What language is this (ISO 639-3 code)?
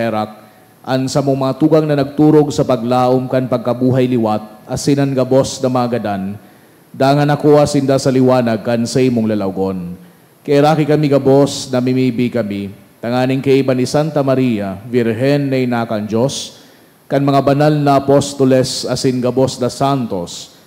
bik